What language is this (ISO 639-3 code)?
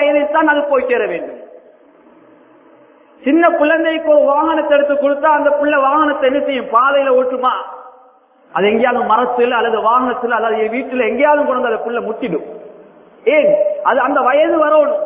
tam